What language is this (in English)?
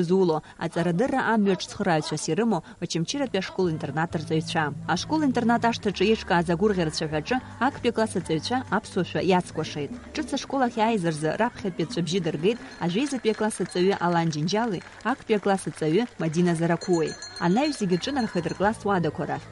Abkhazian